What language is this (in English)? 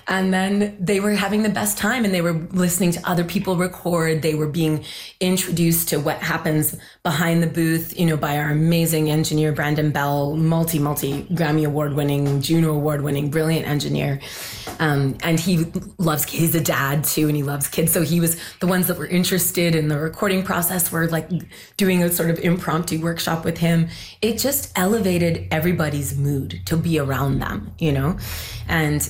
English